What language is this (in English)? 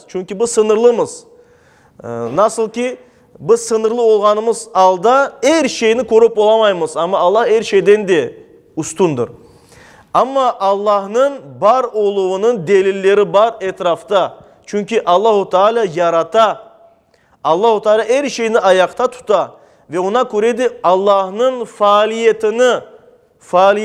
Crimean Tatar